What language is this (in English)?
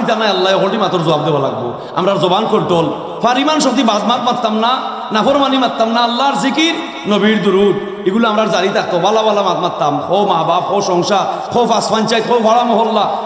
Sylheti